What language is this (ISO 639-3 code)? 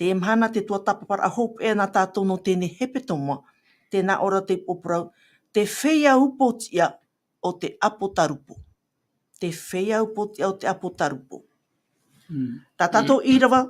tah